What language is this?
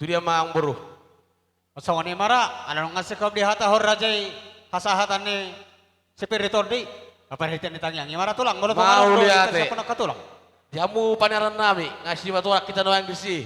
Batak Toba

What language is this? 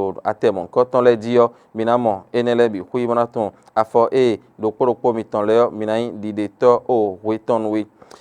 Fon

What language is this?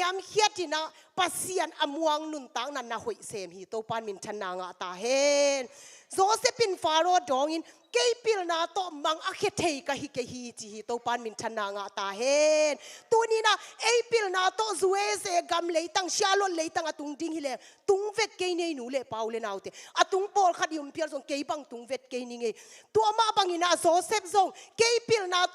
Tedim Chin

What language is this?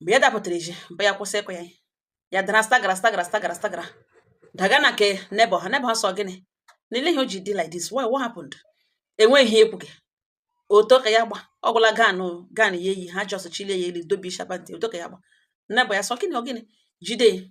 Igbo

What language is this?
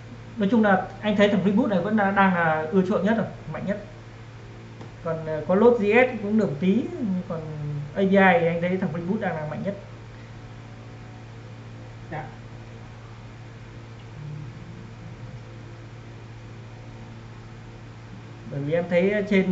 Vietnamese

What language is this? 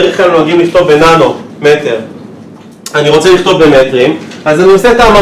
Hebrew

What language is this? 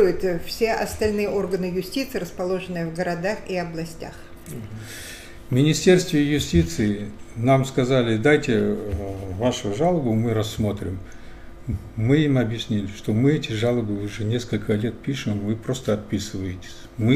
Russian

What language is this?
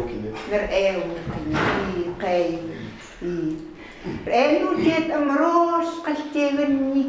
Chukot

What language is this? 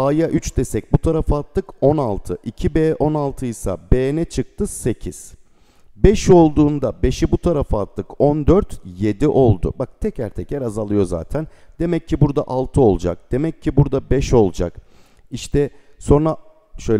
Turkish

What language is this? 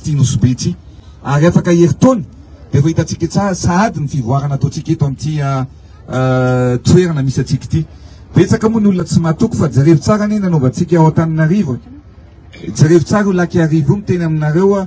Malagasy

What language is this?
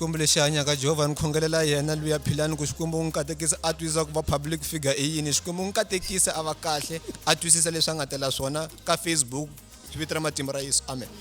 Tsonga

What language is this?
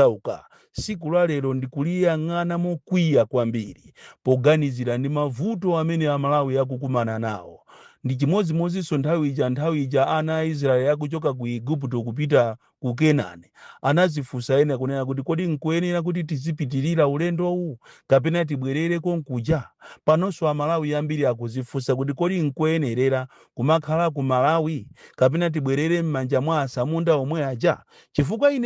Nyanja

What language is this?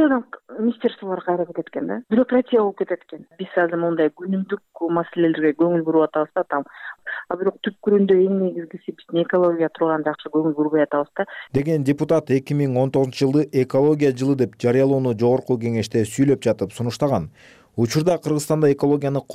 Kyrgyz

